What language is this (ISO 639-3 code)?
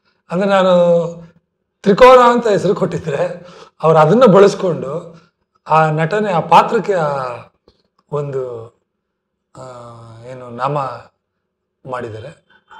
kan